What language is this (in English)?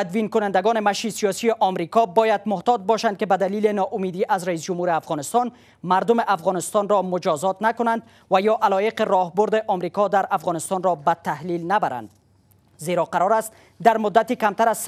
Persian